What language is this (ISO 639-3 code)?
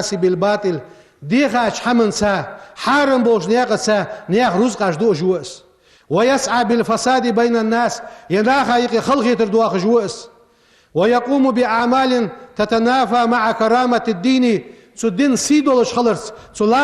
inh